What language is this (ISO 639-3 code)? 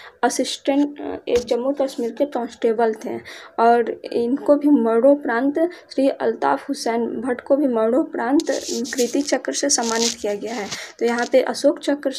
hin